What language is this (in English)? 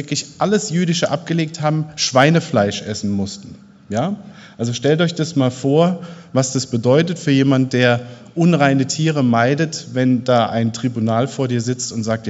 German